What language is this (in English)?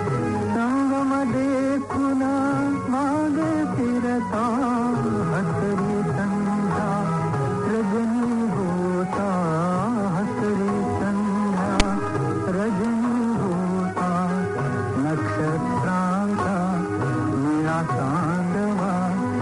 Marathi